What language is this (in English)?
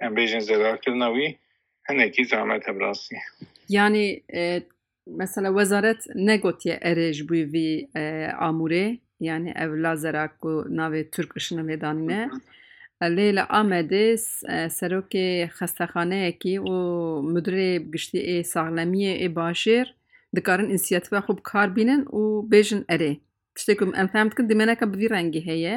Kurdish